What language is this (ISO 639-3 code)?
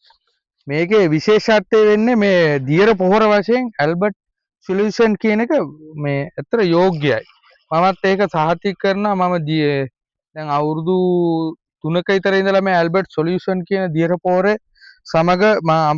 sin